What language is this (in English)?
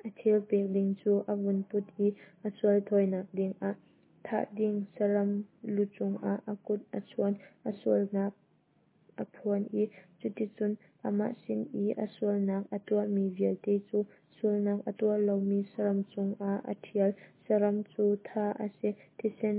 Hakha Chin